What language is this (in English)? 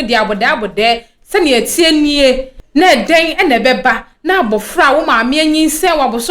Akan